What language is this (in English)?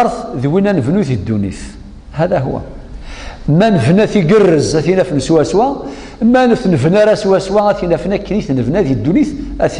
Kabyle